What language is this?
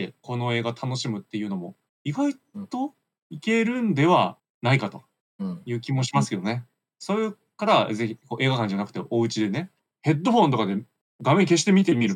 Japanese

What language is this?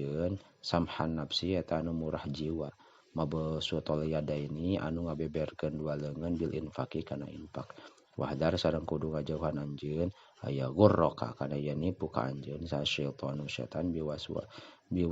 Sundanese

